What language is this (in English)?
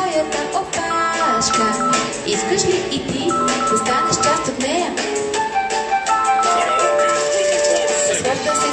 Bulgarian